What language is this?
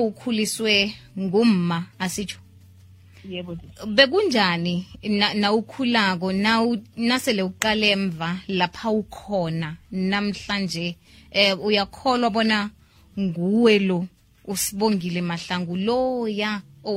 South Ndebele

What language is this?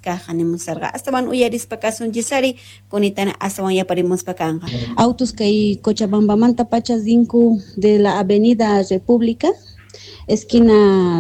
Quechua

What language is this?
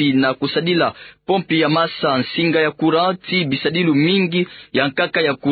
Kituba (Democratic Republic of Congo)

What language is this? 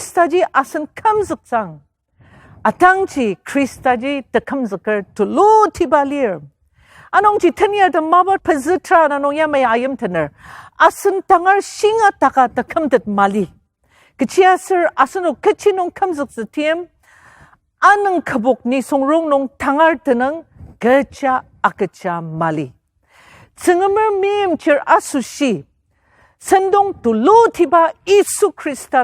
Ao Naga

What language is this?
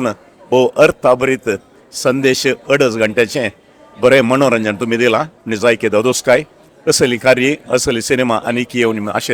Konkani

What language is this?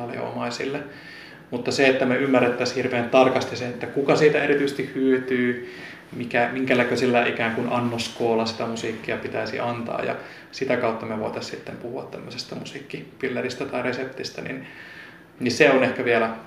Finnish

